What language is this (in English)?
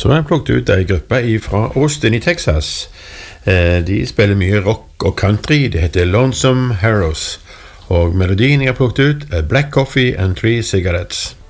Norwegian